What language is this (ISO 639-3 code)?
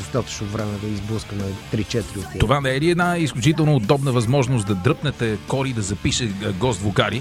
bul